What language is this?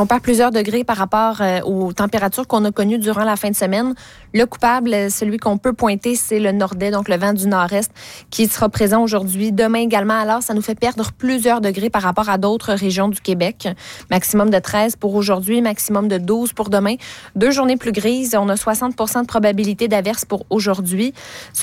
French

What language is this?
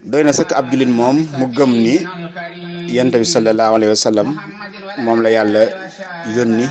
Wolof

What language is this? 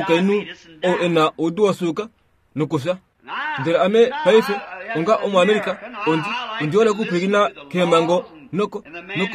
Kuanyama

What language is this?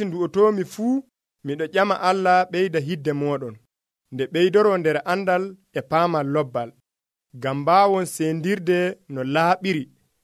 Nigerian Fulfulde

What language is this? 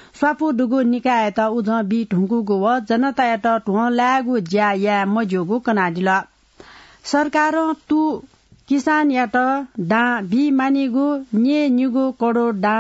Newari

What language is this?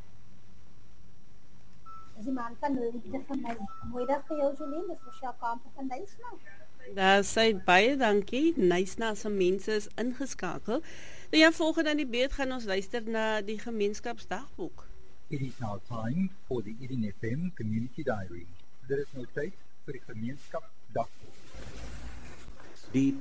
Afrikaans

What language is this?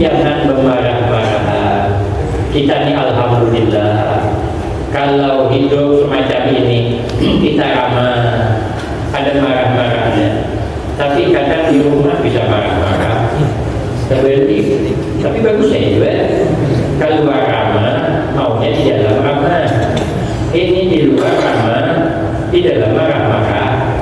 Banjar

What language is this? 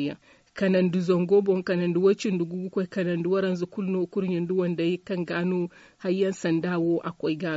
Zarma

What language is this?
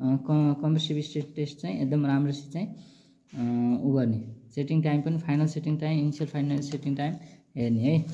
Nepali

